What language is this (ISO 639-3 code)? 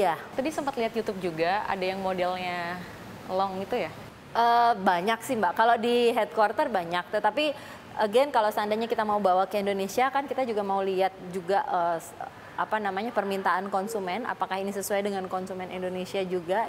ind